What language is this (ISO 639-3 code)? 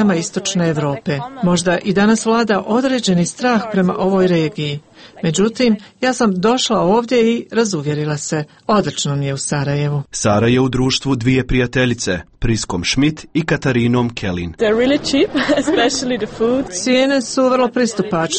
hrv